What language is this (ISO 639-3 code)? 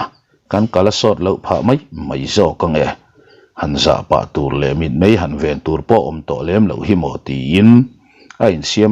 lus